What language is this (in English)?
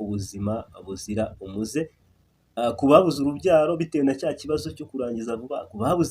Kinyarwanda